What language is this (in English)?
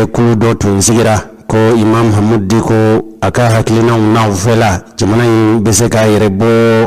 Bambara